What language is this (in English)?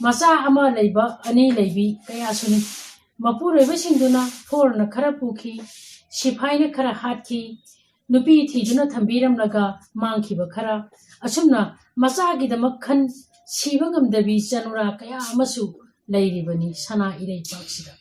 Manipuri